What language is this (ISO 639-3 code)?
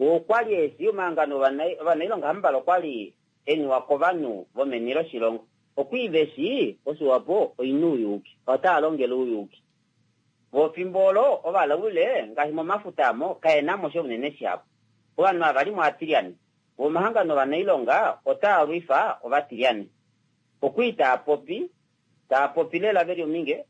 kua